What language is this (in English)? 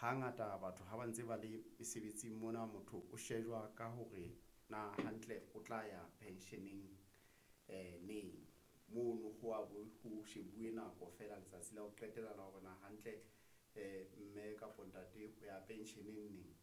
Southern Sotho